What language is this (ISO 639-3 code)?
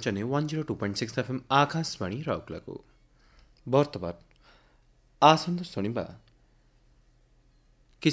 ori